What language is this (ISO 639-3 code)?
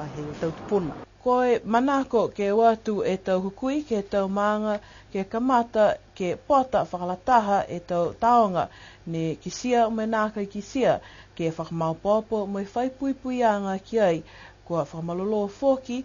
niu